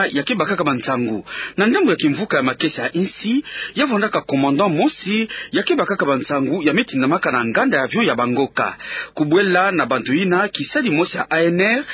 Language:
Kituba (Democratic Republic of Congo)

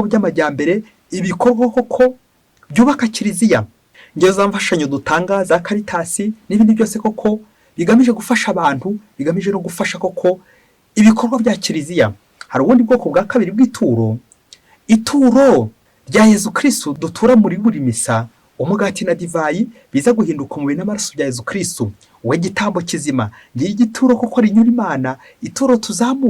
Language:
Kinyarwanda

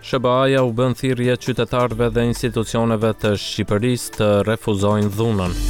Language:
Albanian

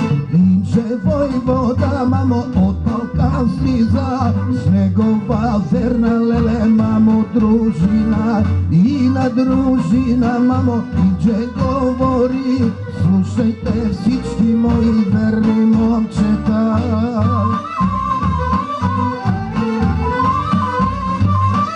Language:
Bulgarian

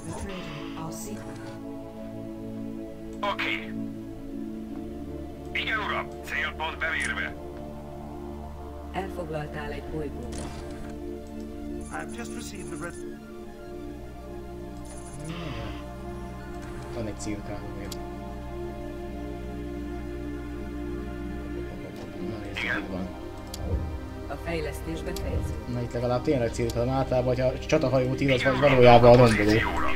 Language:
Hungarian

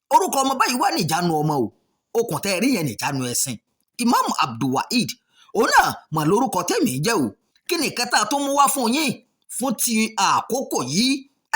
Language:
Yoruba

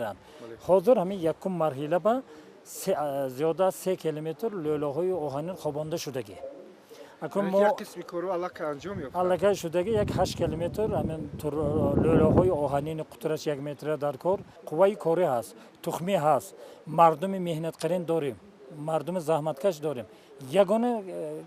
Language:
Tajik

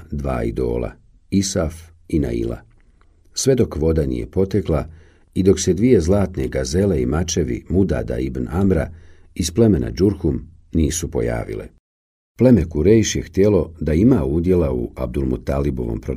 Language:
Bosnian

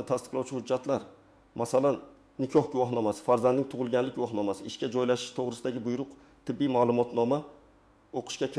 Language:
Uzbek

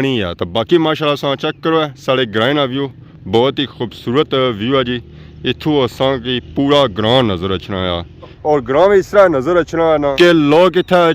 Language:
Pahari-Potwari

